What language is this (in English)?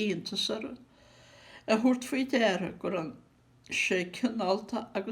Irish